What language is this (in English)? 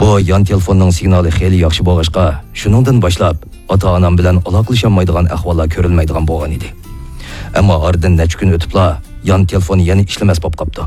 Uyghur